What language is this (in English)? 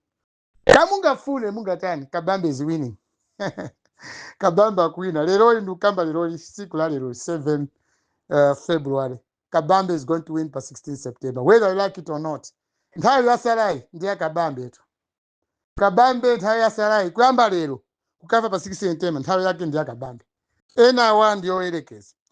Nyanja